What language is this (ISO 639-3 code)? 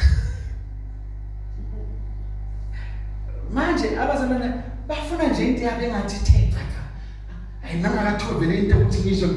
zul